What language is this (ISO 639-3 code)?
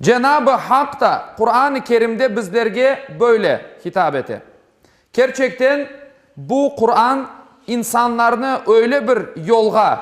crh